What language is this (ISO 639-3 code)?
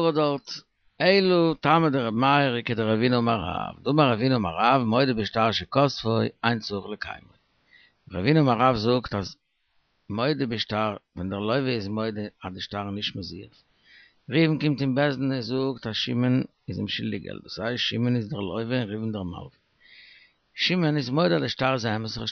yid